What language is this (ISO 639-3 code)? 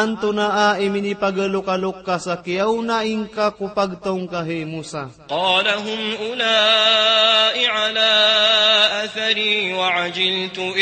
mrw